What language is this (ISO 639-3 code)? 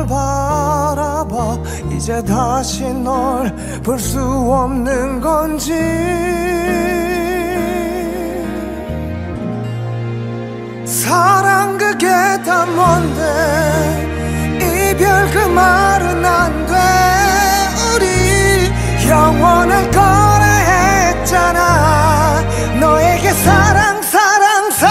kor